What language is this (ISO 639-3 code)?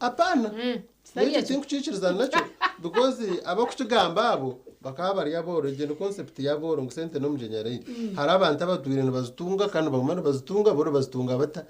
nyn